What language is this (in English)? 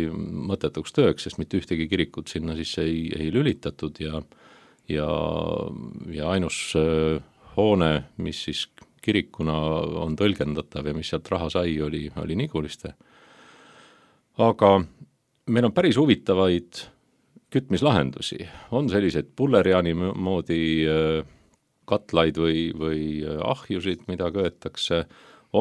Estonian